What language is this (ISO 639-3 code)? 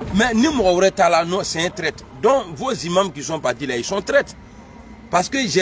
fra